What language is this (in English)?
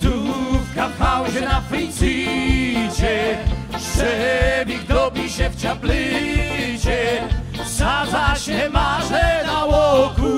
Silesian